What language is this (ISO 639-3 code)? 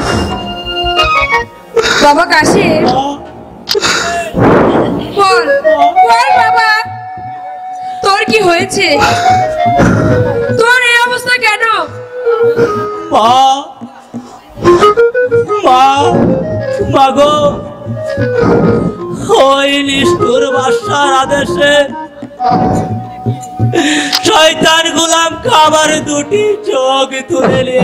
ben